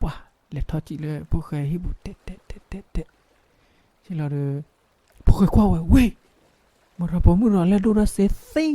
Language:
S'gaw Karen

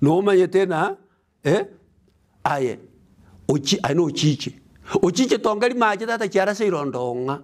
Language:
Gusii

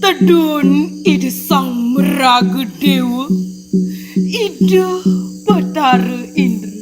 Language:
Balinese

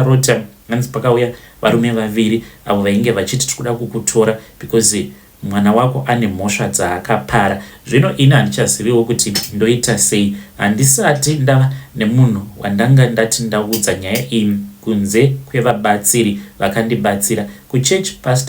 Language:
Shona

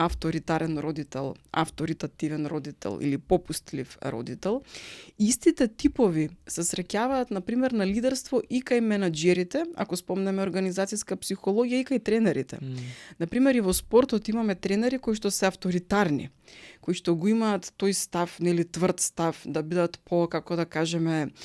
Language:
Macedonian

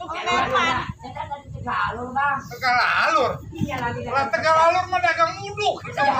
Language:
Betawi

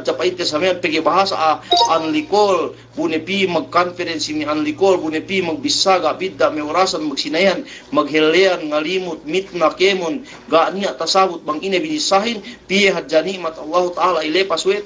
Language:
Yakan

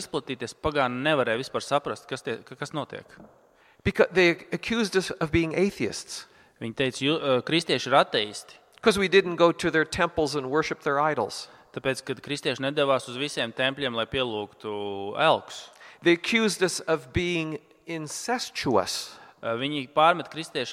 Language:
Latvian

